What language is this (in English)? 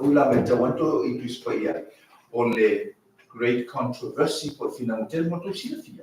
Samoan